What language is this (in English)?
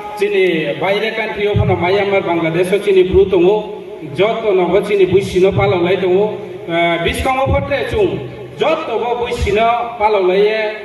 Riang (India)